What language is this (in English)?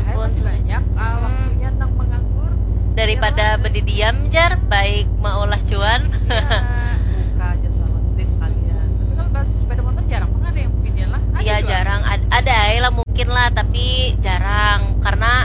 Banjar